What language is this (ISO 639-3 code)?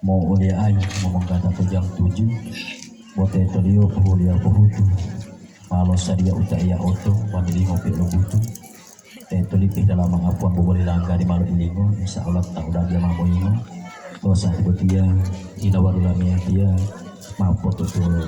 gor